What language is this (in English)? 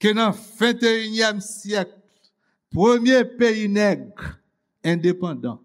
Haitian Creole